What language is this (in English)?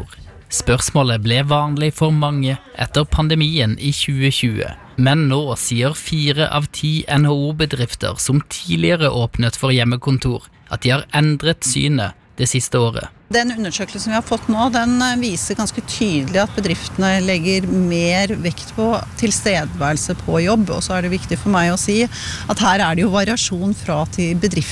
Norwegian